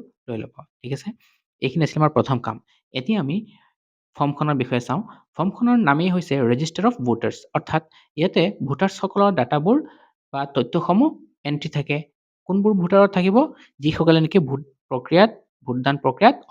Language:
Assamese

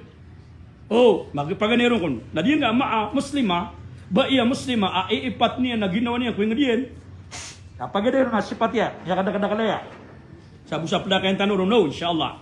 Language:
Maranao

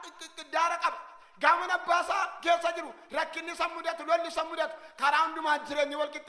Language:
Oromo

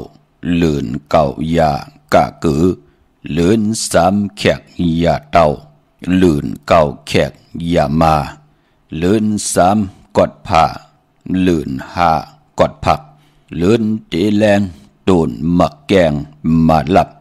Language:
Shan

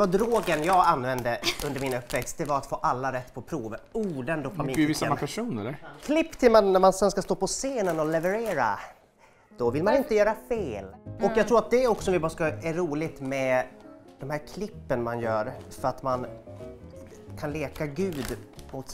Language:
Swedish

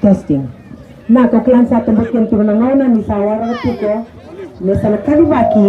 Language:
Fijian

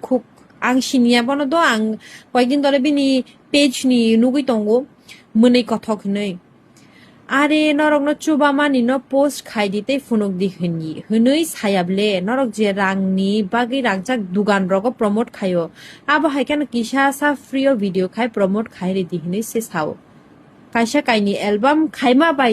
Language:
Kok Borok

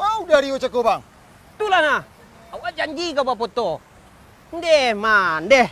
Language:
Minangkabau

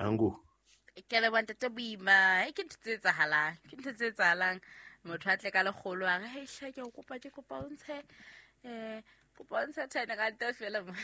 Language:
Southern Sotho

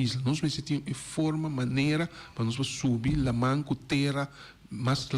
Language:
Papiamento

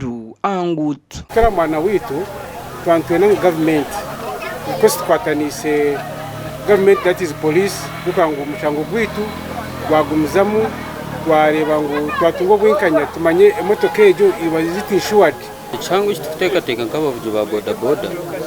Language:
Nyankole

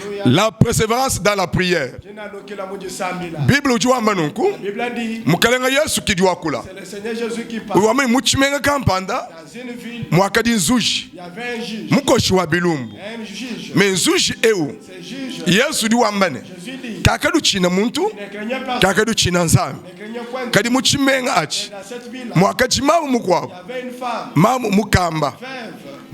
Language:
Luba-Lulua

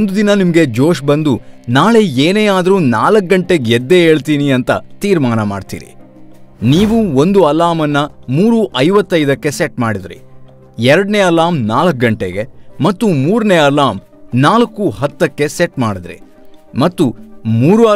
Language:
Kannada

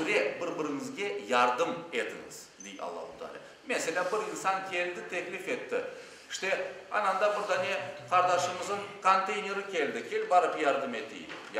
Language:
Crimean Tatar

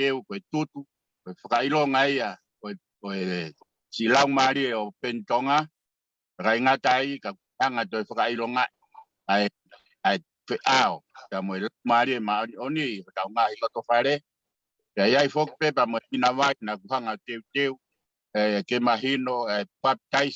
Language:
Tongan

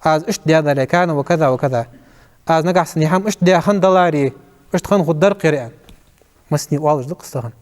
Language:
Ingush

